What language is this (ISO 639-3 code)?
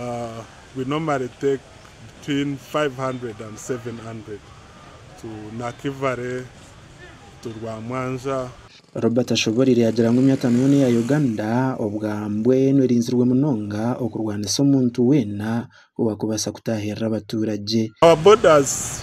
nyn